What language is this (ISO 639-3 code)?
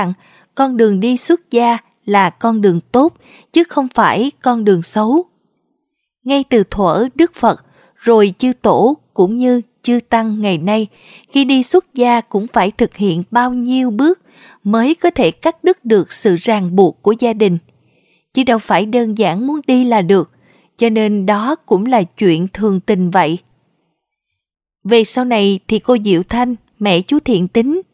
vie